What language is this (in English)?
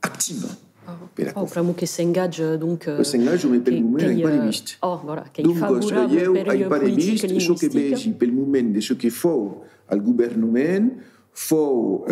Occitan